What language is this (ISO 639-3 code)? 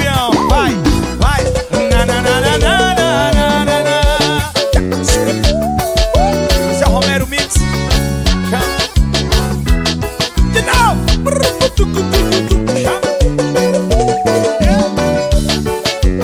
por